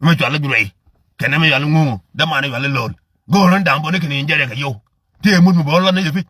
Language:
Nuer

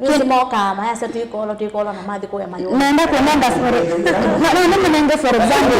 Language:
Kamba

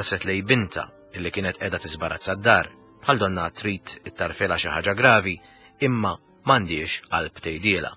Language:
Maltese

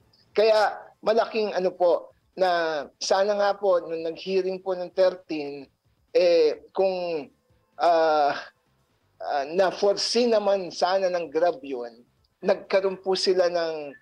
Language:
Filipino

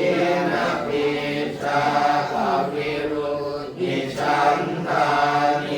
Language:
Pali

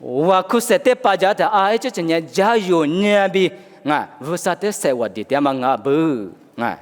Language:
Lisu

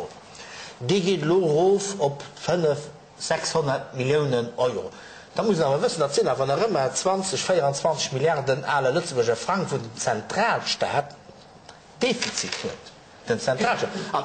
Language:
Luxembourgish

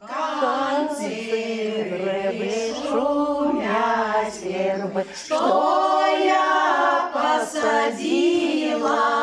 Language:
Belarusian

